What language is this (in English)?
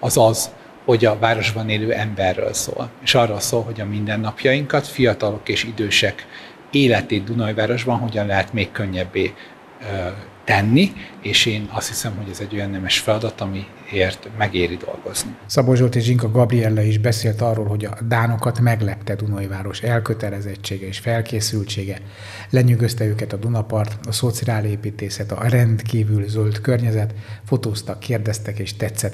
Hungarian